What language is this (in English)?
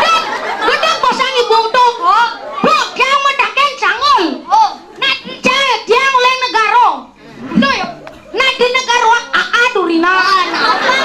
Balinese